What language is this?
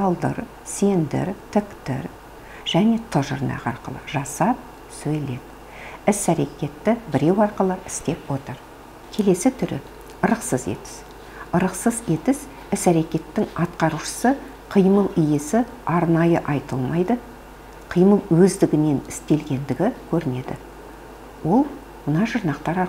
Kazakh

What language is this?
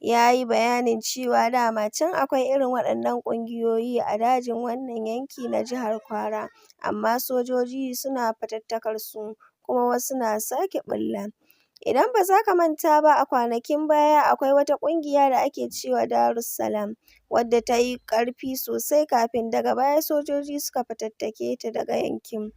Hausa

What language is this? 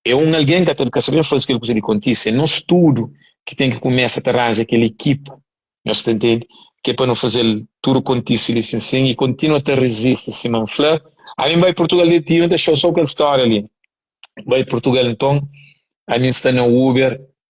Kabuverdianu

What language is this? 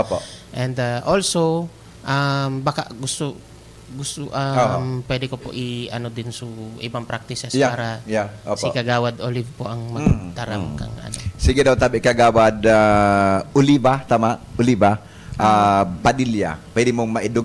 Bikol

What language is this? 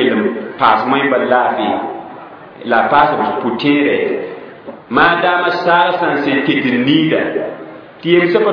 Mossi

